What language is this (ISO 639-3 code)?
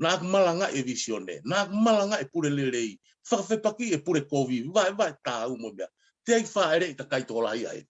ton